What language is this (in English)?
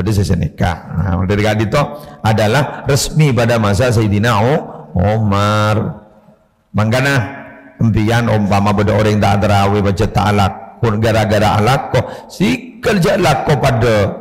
Madurese